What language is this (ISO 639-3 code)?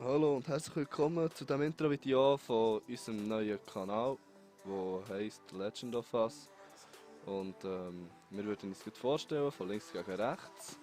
gsw